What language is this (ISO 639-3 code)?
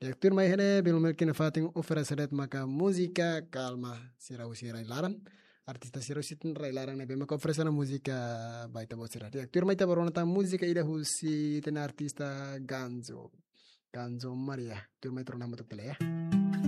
tet